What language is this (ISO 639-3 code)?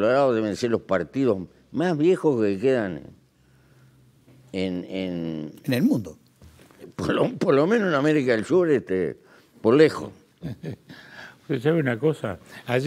spa